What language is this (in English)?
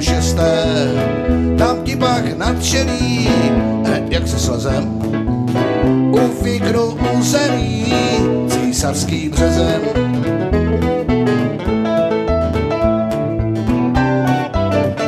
Czech